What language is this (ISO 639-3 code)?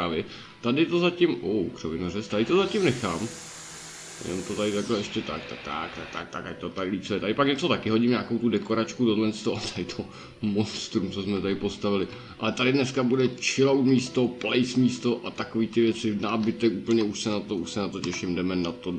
ces